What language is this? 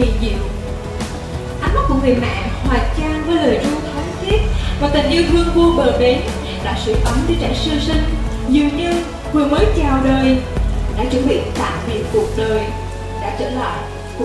Vietnamese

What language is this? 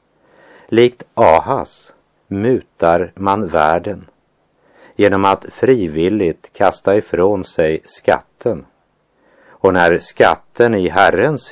Swedish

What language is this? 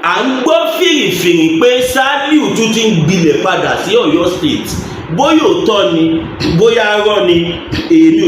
Yoruba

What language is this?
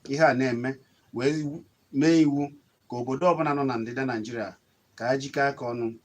Igbo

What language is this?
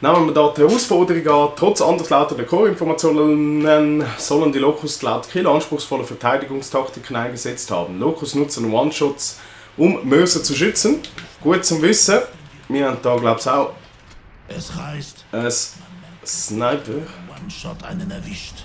Swiss German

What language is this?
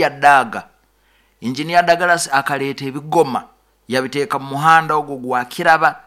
Nyoro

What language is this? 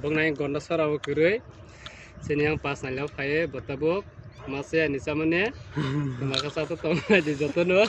Kok Borok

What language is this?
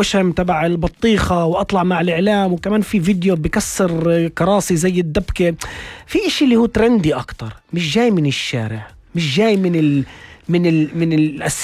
North Levantine Arabic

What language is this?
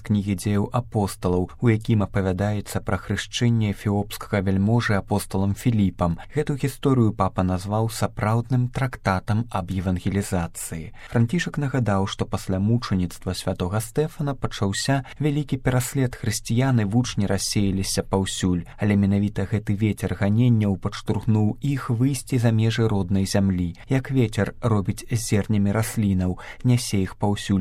Belarusian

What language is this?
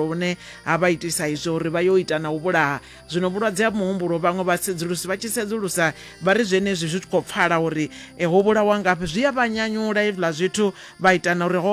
Venda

